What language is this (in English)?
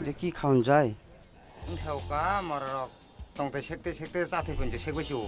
Sylheti